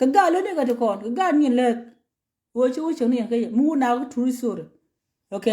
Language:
Nuer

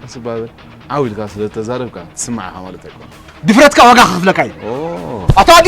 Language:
Tigrinya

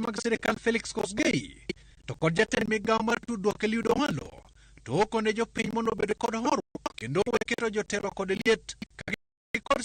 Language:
Luo (Kenya and Tanzania)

